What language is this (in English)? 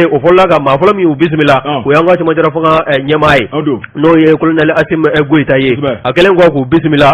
Bambara